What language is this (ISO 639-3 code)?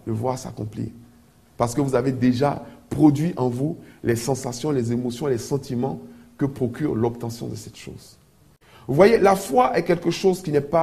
fra